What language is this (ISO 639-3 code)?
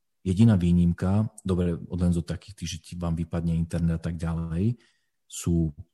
slk